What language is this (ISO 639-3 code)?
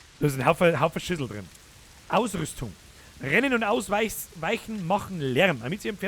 bar